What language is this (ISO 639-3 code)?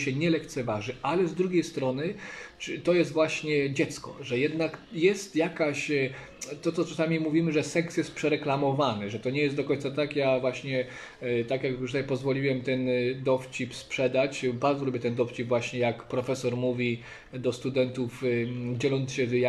pol